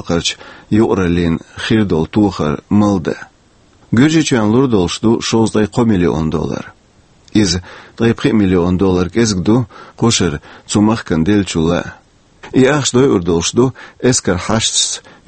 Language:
Chechen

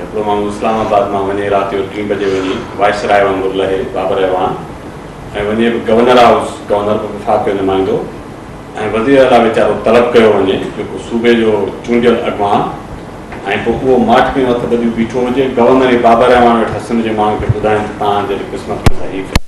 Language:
Sindhi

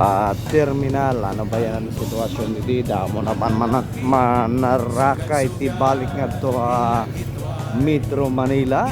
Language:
Waray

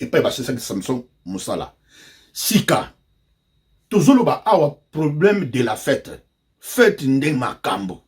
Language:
Lingala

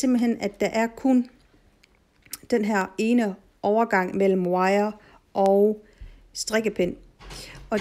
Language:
Danish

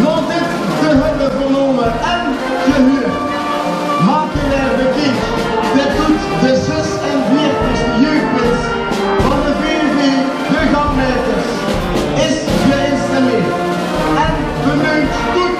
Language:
Limburgish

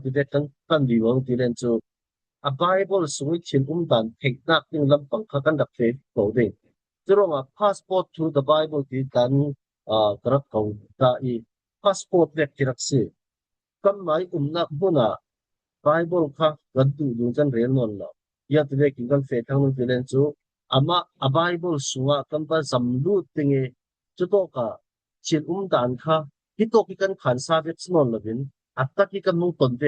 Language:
Falam Chin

